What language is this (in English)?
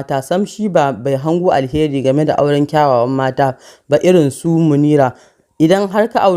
Hausa